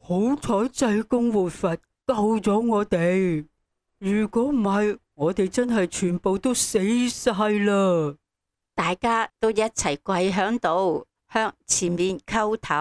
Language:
Cantonese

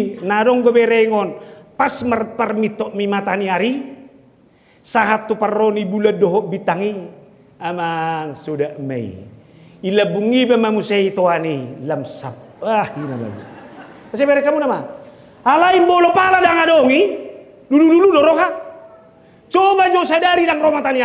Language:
Batak Toba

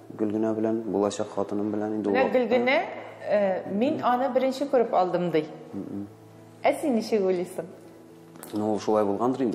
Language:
Tatar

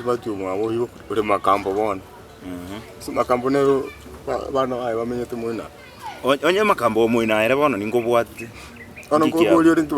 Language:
Gusii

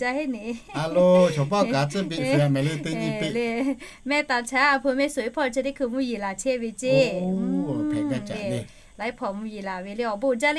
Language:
Lahu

